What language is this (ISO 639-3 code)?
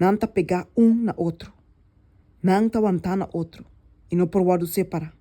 pap